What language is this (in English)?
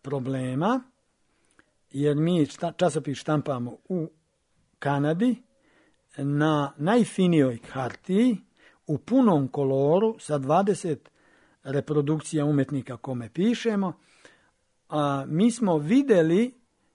Serbian